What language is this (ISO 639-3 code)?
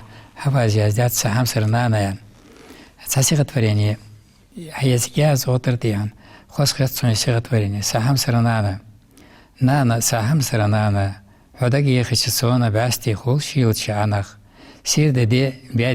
inh